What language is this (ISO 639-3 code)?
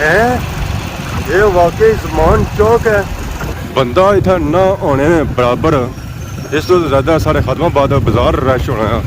phr